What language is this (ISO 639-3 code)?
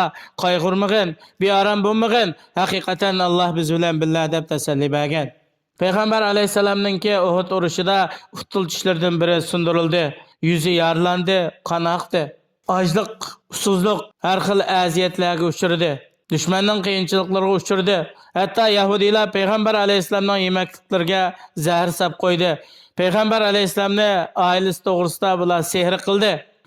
uig